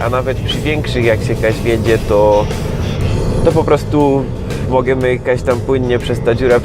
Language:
Silesian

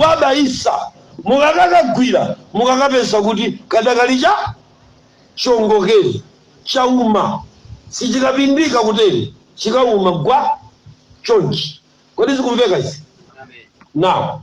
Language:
Nyanja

